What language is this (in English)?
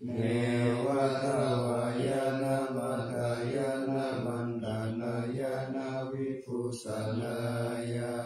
Pali